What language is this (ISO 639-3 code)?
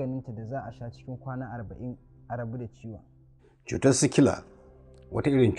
hau